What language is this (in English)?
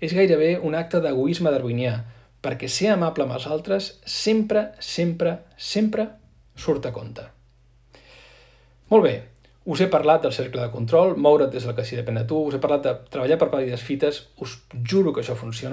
Catalan